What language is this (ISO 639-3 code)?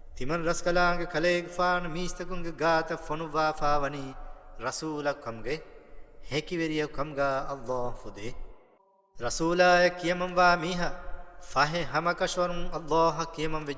div